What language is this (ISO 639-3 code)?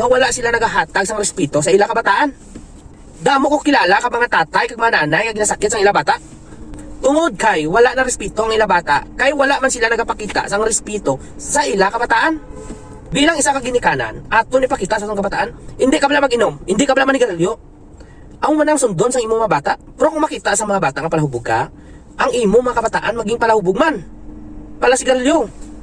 hil